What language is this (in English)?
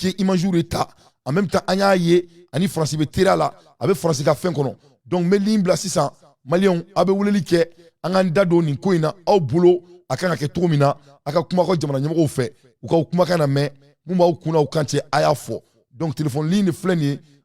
Bambara